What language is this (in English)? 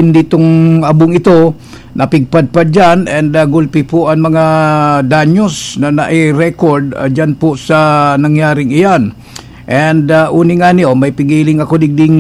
Bikol